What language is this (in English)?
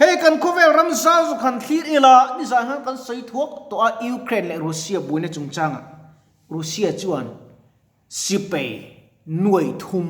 Mizo